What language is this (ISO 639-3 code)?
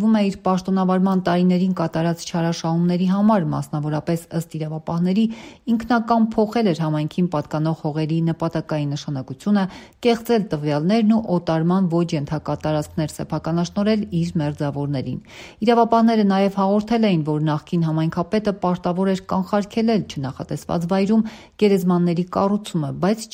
hye